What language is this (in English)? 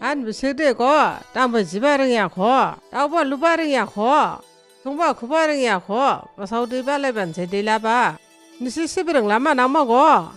Dimasa